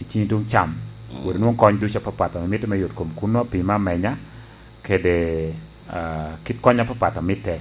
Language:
Lango (Uganda)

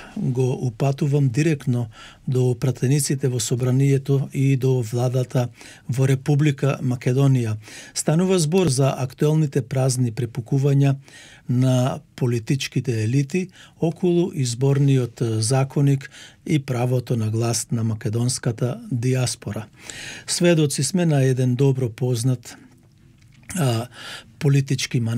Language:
Macedonian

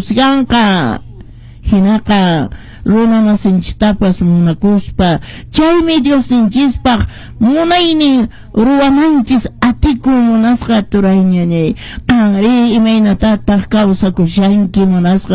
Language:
Quechua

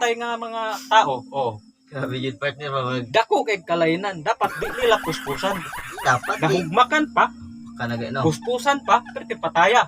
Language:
Cebuano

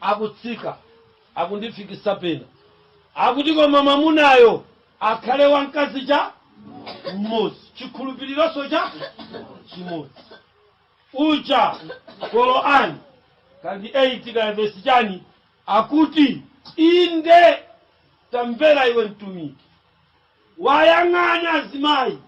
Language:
Nyanja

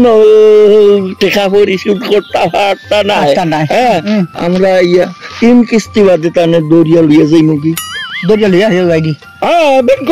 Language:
Sylheti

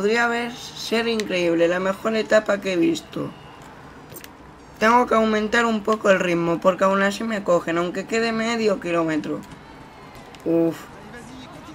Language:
Spanish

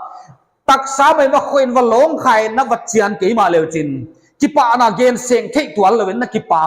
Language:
Paite Chin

